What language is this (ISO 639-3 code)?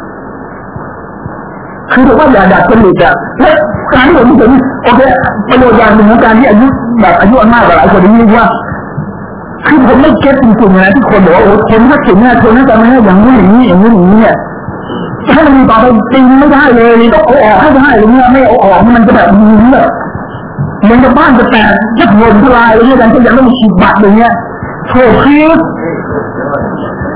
tha